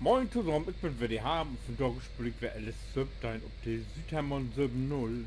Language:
Low German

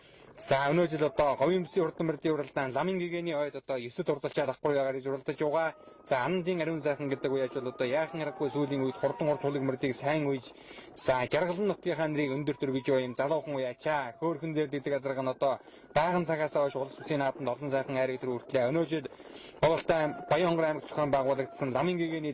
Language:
Mongolian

